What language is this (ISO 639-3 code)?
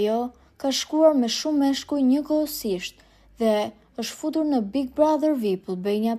sqi